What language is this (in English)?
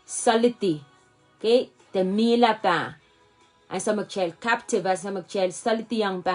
Pohnpeian